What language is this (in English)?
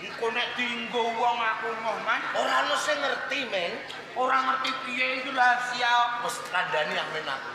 Javanese